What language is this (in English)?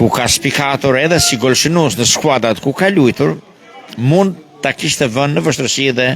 Albanian